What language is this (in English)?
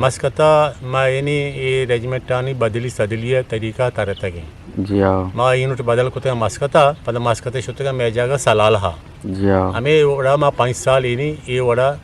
Eastern Balochi